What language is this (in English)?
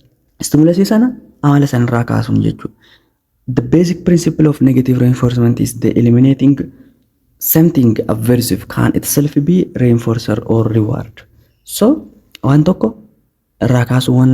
Oromo